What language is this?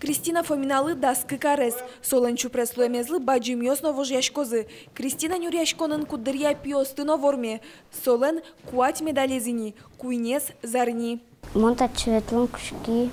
Udmurt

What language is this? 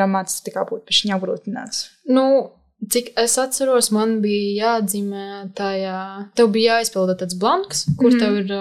Latvian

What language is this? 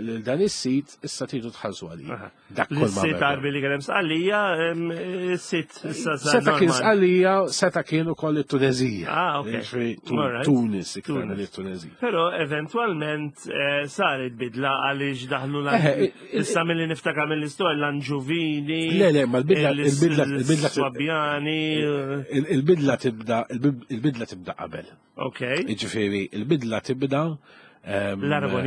Maltese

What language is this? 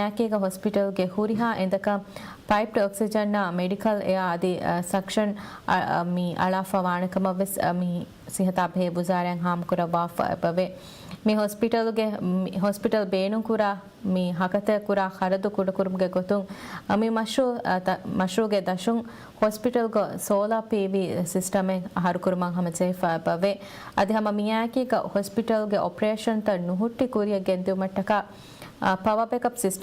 Divehi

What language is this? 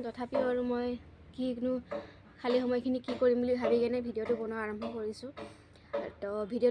Assamese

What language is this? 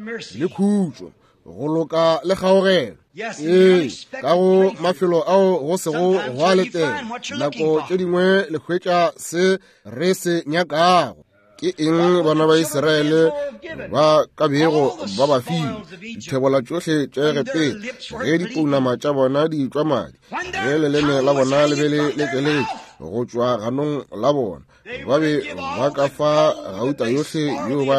Northern Sotho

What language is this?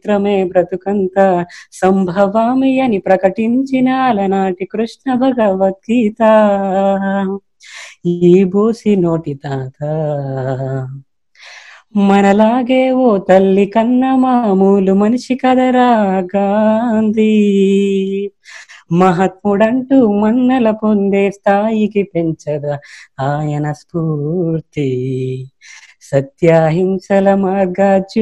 Telugu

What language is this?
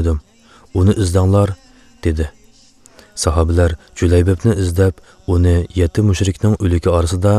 Uyghur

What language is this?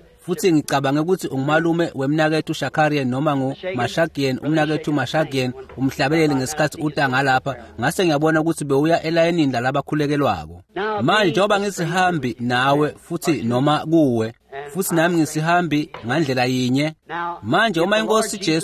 Swati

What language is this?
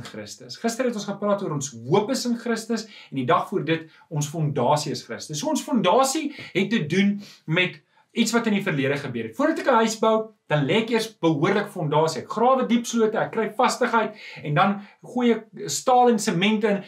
Afrikaans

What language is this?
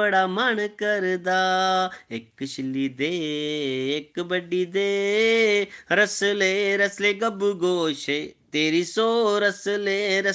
Dogri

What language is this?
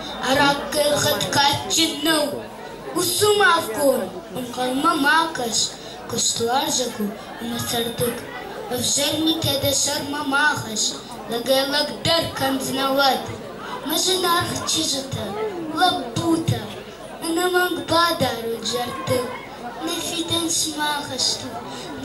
Ossetic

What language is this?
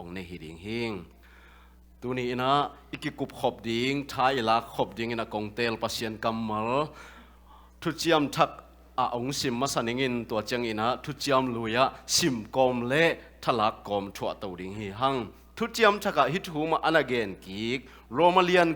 Tedim Chin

